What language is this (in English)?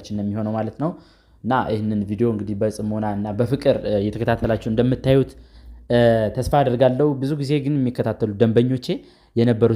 Amharic